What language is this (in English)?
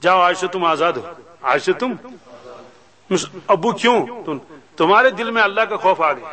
Kashmiri